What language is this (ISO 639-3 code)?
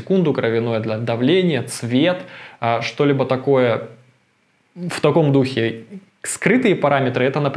rus